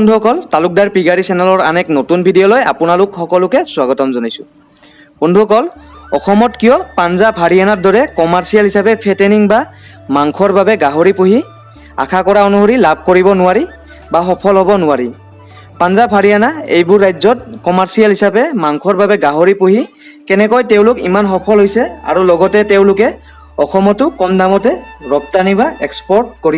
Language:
Assamese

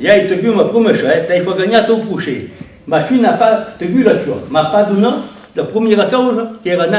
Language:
Occitan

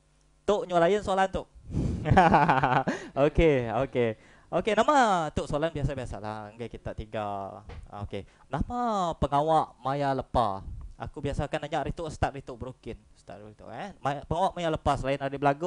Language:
Iban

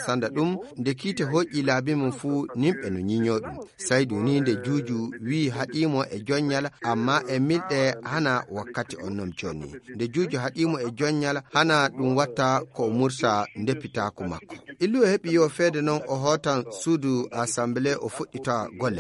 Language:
Fula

